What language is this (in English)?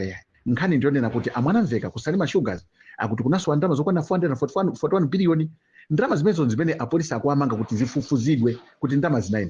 Nyanja